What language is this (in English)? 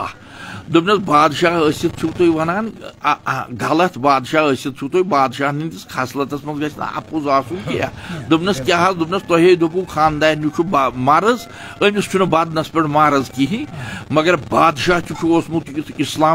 Kashmiri